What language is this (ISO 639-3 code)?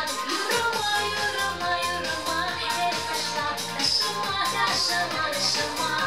chv